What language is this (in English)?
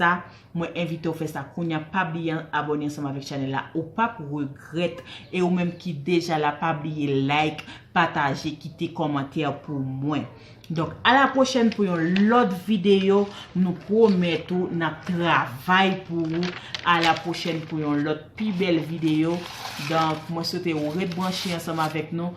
Haitian Creole